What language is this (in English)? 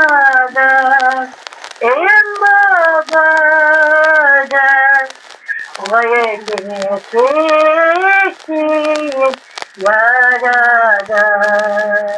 Crimean Tatar